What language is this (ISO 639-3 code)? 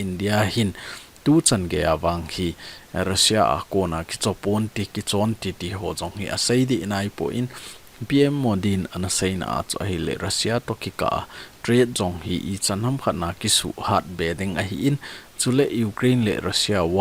tcz